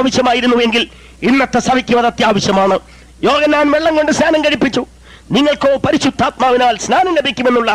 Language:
Malayalam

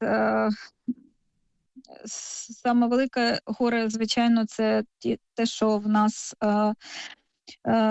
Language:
Ukrainian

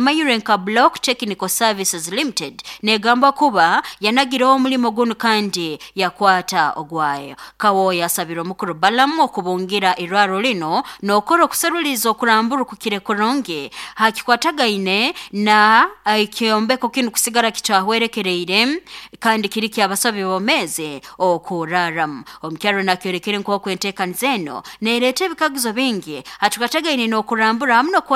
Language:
Nyoro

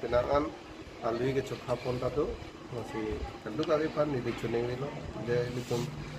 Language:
Karbi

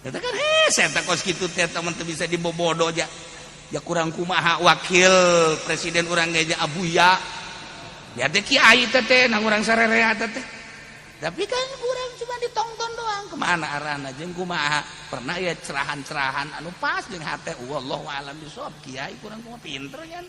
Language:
Sundanese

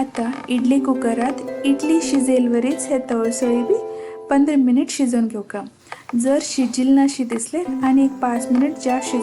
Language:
Konkani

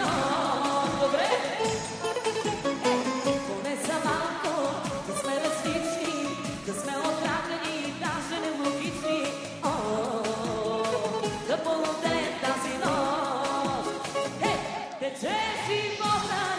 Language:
Bulgarian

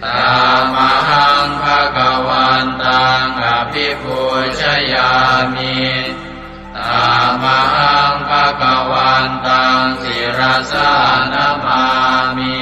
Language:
Pali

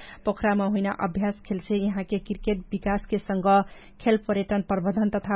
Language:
Dangaura Tharu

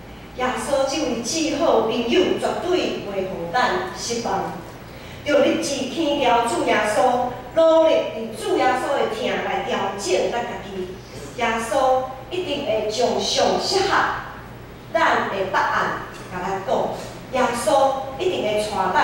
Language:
Min Nan Chinese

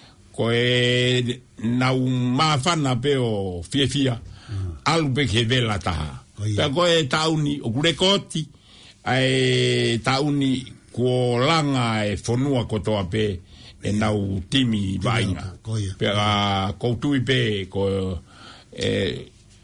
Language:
Tongan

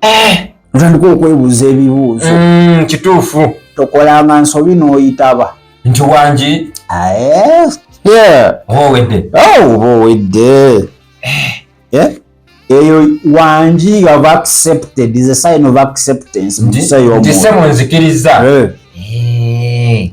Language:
Ganda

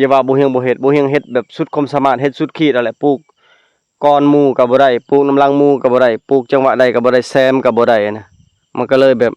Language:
Lao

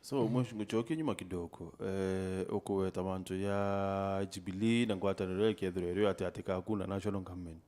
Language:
Meru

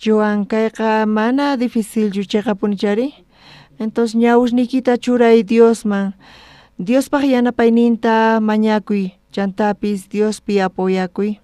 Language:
South Bolivian Quechua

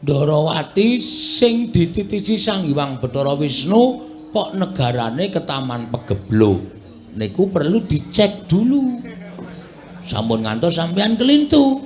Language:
Javanese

